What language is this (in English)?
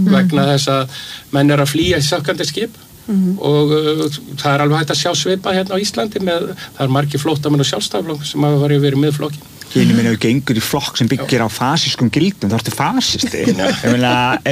Icelandic